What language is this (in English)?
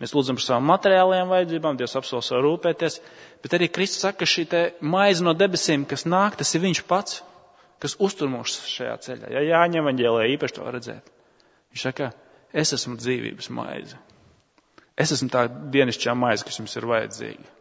Latvian